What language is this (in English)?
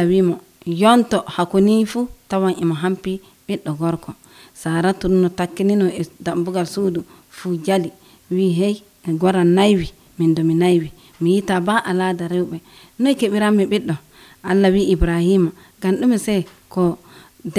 Nigerian Fulfulde